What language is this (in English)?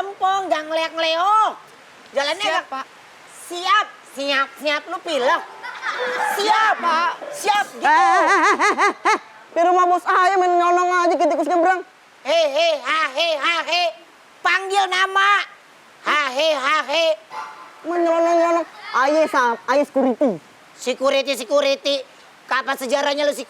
Betawi